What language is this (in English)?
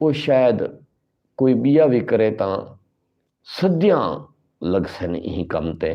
Saraiki